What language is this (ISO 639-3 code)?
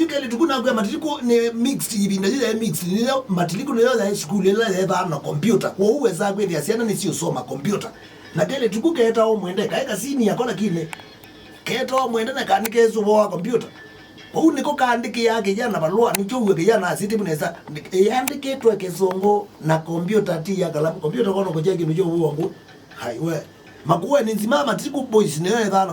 kam